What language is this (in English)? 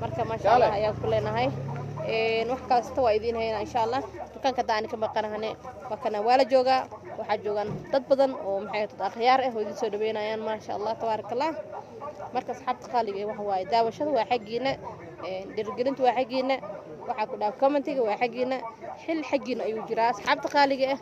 Somali